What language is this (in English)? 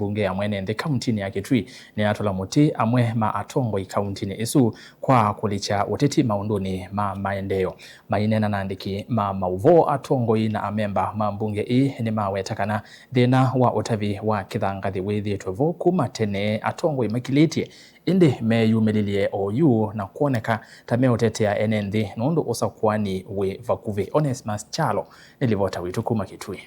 Kamba